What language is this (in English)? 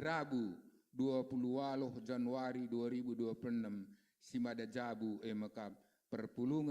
Batak Karo